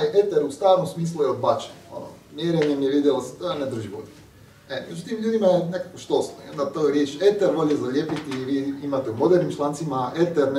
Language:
Croatian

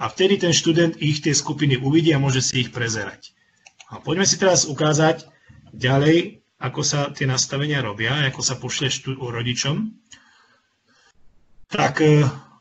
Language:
Slovak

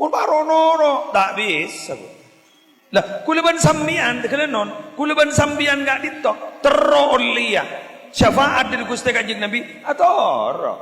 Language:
Madurese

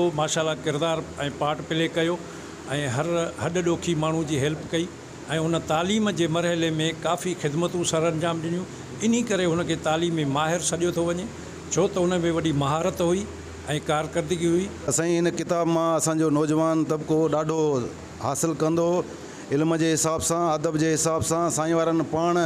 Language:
Sindhi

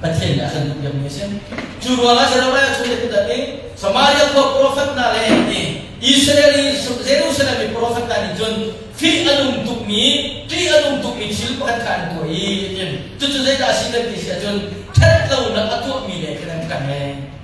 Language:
Hakha Chin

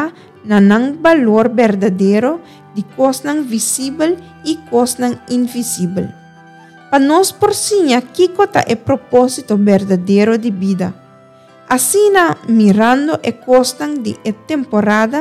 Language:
Papiamento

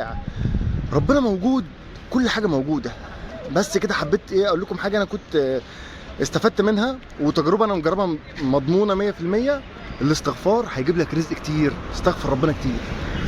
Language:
Egyptian Arabic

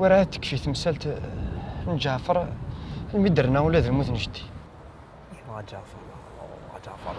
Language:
Kabyle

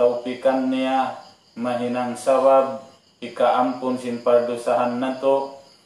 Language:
Tausug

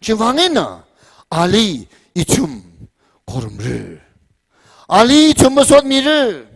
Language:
Tangkhul Naga (India)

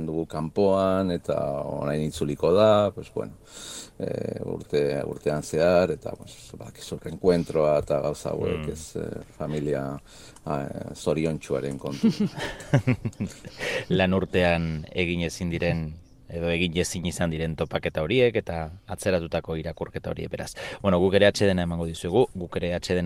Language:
Basque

